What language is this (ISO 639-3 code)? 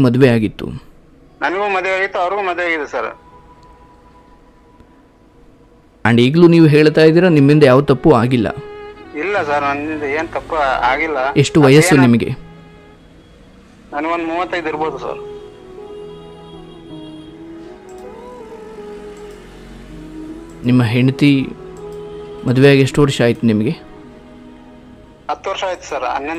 kan